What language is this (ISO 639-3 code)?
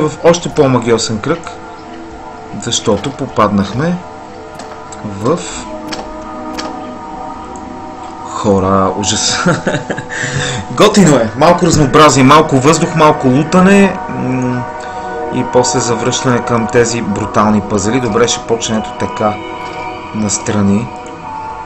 bul